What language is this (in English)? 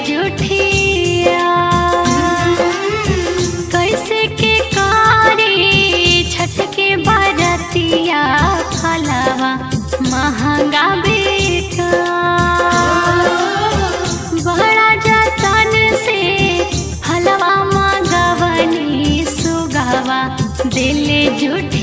Bhojpuri